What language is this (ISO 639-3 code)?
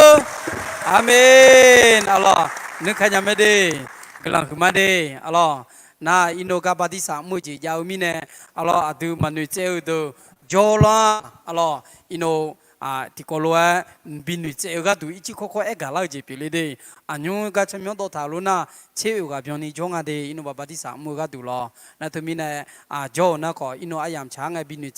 ahk